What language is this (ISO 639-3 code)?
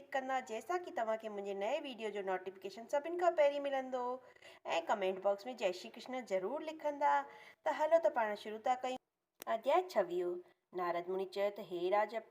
snd